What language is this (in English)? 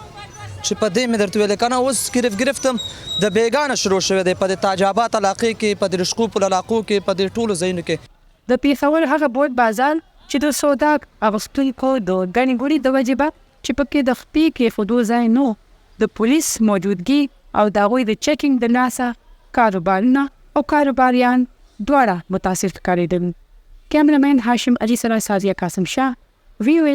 Pashto